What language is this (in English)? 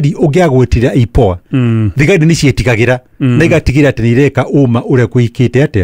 Kikuyu